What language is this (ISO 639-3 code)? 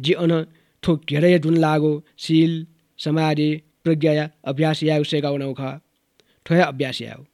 new